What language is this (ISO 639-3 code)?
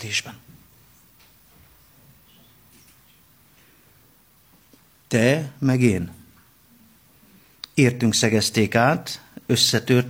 hun